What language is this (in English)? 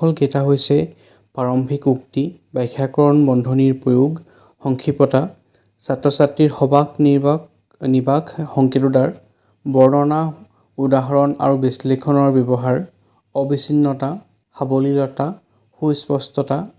Assamese